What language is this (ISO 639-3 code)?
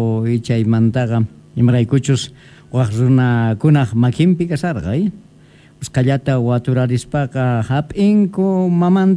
que